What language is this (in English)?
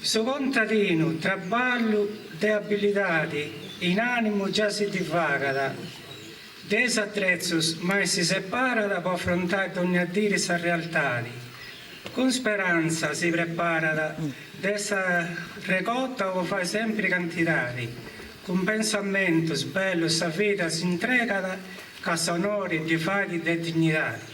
Sardinian